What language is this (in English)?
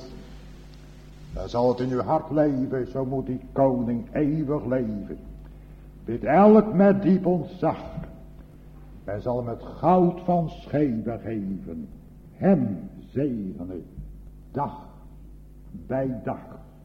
Dutch